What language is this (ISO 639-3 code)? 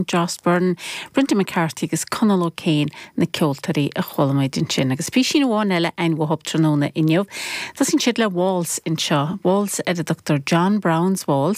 gle